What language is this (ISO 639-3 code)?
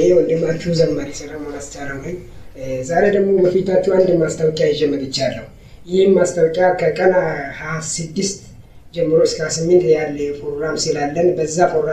amh